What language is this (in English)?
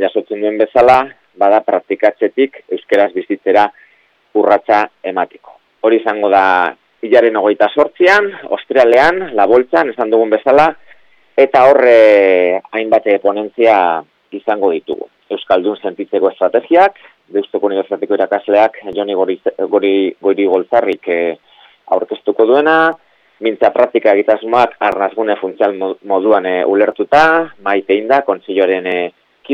Basque